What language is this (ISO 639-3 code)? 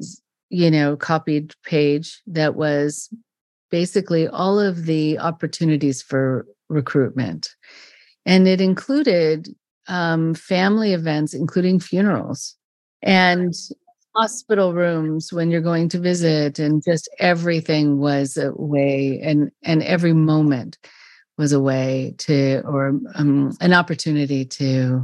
eng